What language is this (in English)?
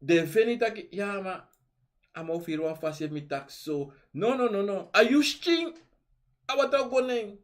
Sranan Tongo